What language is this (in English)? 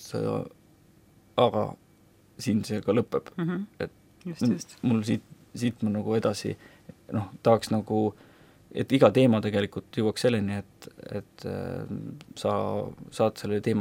Estonian